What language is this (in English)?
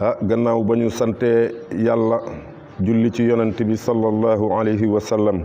Wolof